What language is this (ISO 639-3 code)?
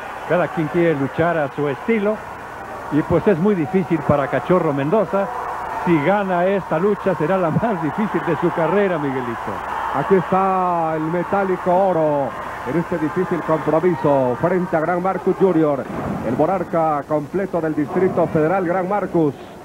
spa